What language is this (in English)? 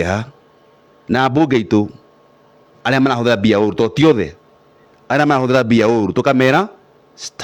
Kikuyu